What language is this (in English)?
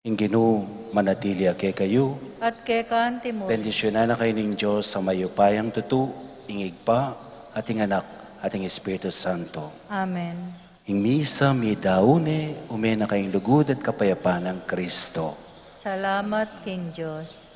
Pampanga